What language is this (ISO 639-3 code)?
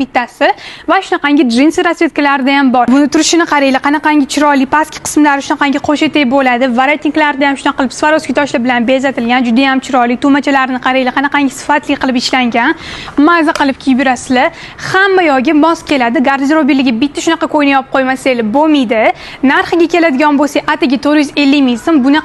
uzb